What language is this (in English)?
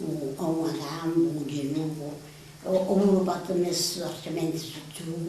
Sardinian